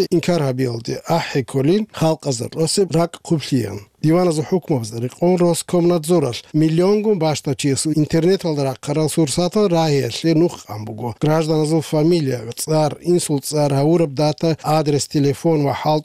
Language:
Avaric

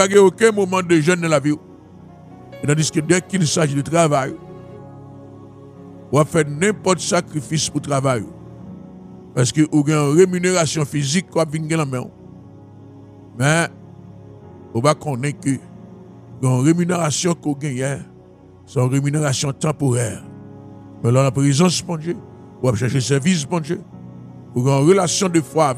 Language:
French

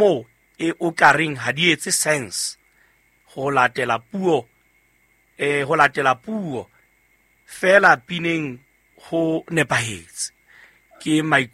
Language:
Southern Sotho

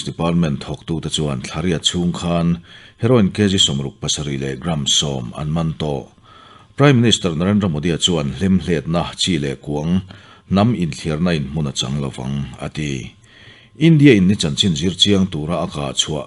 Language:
Mizo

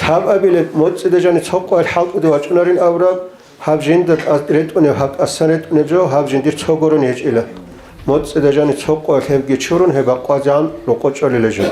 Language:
Avaric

